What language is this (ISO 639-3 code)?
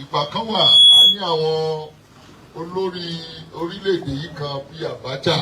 yor